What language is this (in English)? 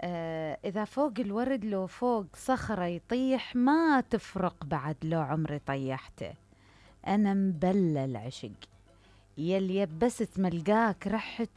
Mesopotamian Arabic